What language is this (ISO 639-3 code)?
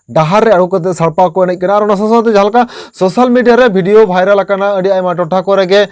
sat